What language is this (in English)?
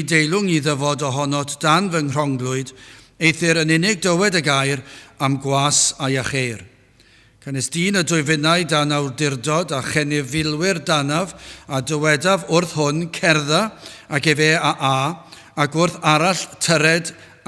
Welsh